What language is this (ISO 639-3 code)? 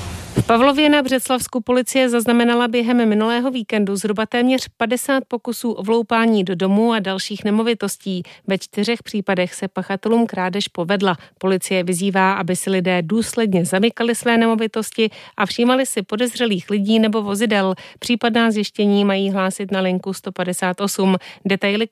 ces